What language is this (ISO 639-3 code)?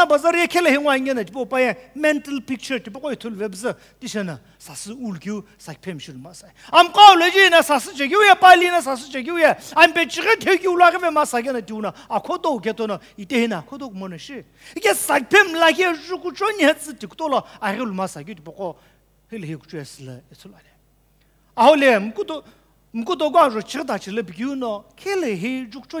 nsm